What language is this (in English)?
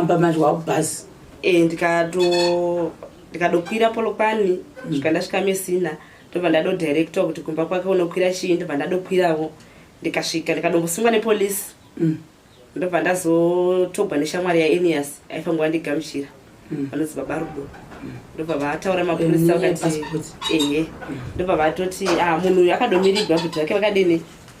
Shona